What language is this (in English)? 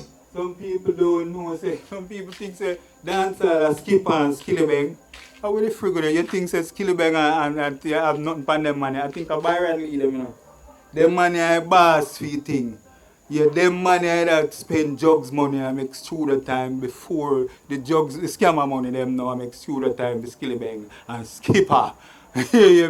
Jamaican Creole English